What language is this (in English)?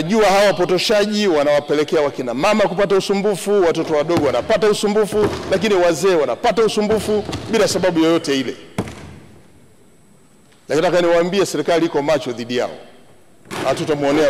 Swahili